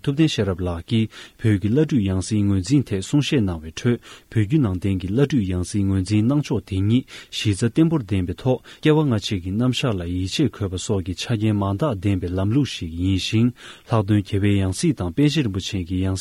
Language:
Tibetan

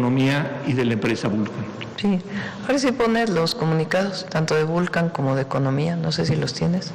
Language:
Spanish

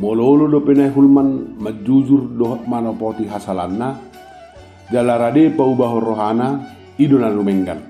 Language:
Batak Toba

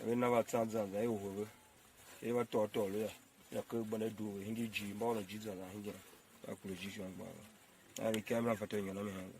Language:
Tiv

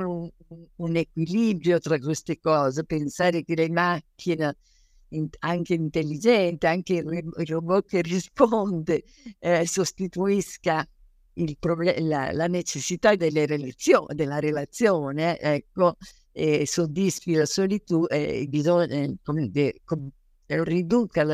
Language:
Italian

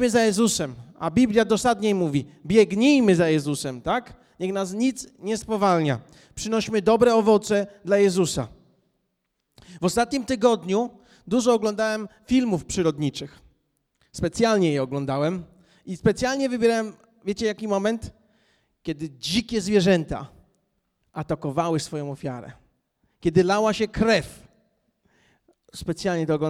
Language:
Polish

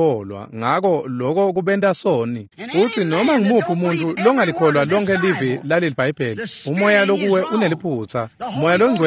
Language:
Swati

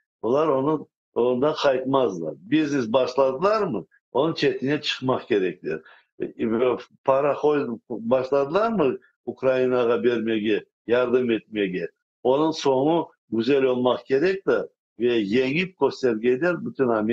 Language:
Crimean Tatar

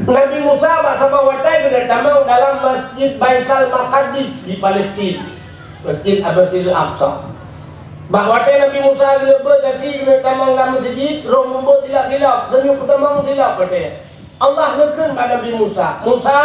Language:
Achinese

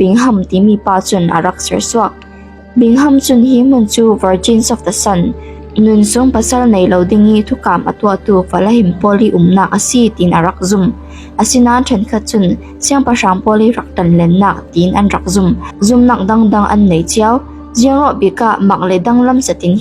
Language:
Falam Chin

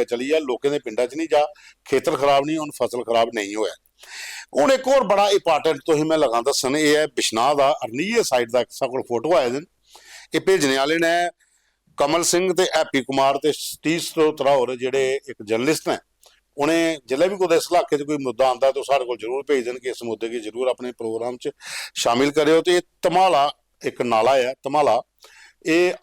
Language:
Dogri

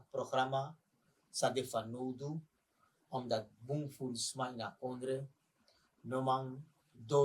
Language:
Sranan Tongo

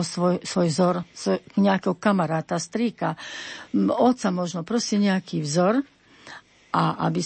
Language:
Slovak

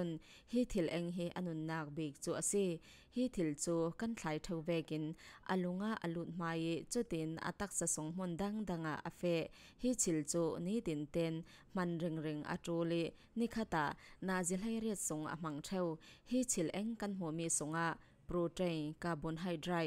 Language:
Falam Chin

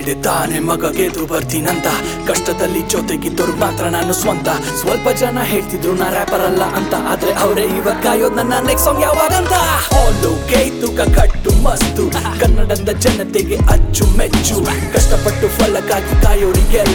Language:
Kannada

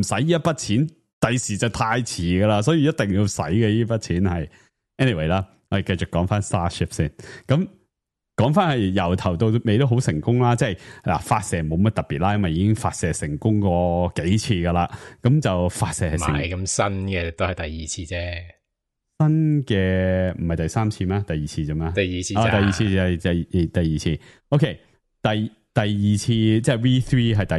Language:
Cantonese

